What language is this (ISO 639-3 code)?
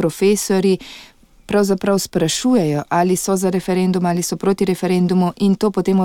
slv